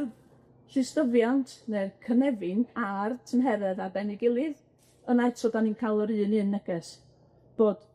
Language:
Welsh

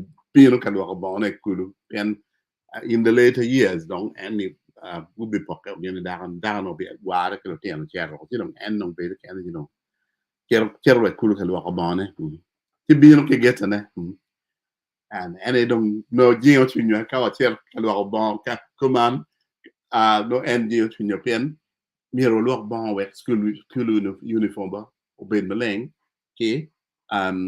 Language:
Acoli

